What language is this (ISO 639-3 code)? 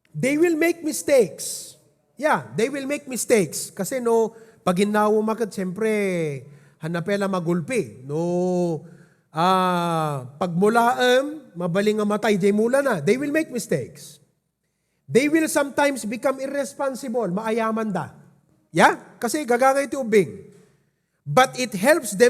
ilo